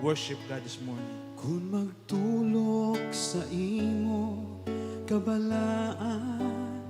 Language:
Hiligaynon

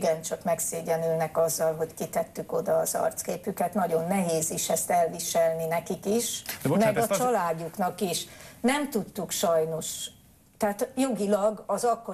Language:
Hungarian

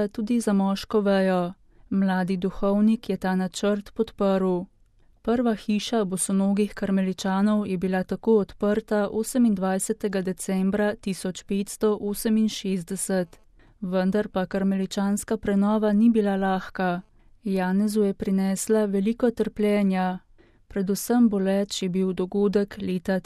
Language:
Slovenian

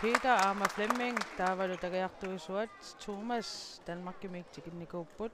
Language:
Kalaallisut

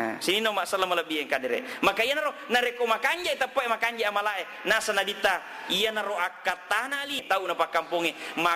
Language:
Buginese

